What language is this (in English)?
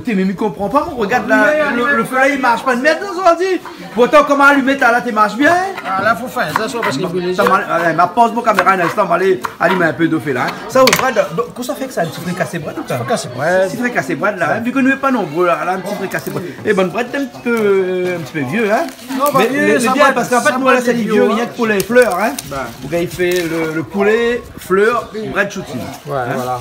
Réunion Creole French